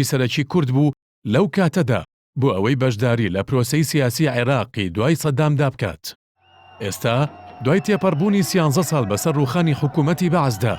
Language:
Central Kurdish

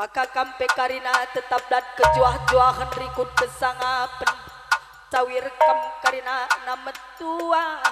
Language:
Batak Karo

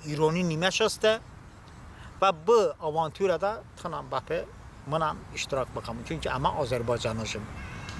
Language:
Talysh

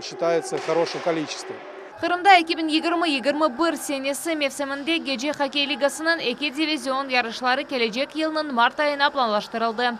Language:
Crimean Tatar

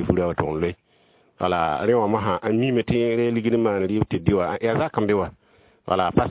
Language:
Mossi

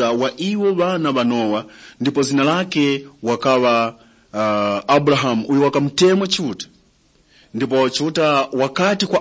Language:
Tumbuka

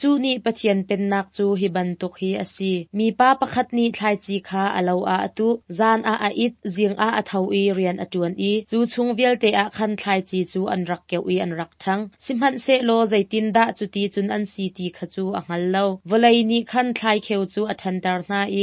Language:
Hakha Chin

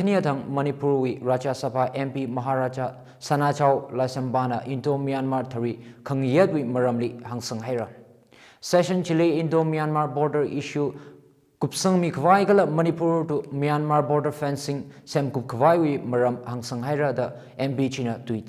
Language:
Tangkhul Naga (India)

